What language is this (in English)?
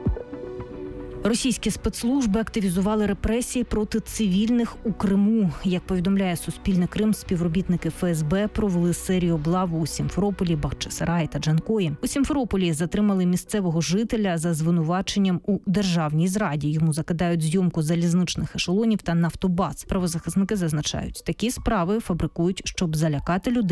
Ukrainian